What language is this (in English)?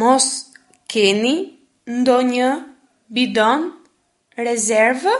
Albanian